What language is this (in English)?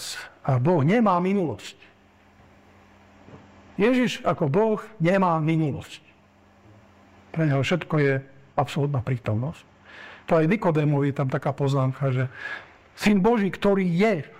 Slovak